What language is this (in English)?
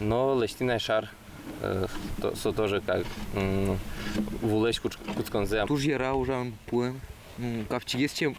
Udmurt